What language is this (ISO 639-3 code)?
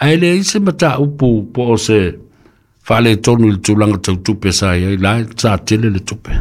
smo